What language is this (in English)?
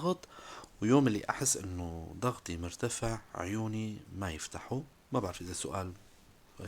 North Levantine Arabic